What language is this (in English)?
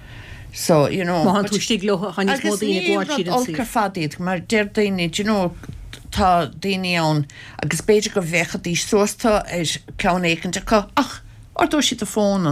Irish